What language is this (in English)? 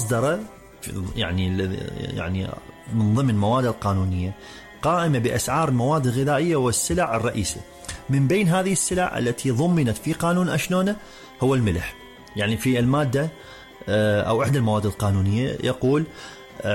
Mesopotamian Arabic